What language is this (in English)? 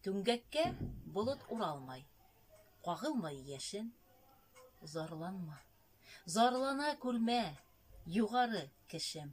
Bashkir